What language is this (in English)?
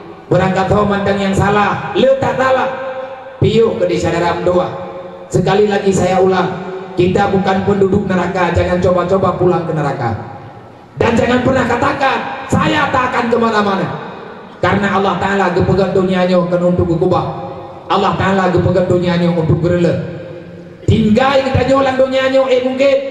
Achinese